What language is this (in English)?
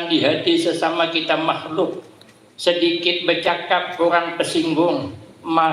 Banjar